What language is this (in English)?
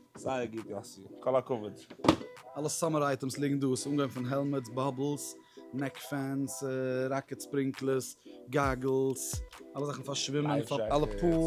Yiddish